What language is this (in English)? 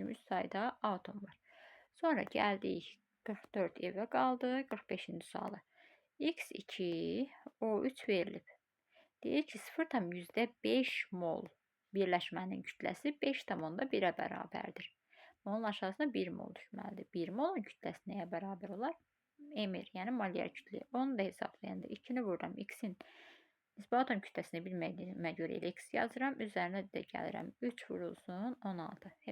Azerbaijani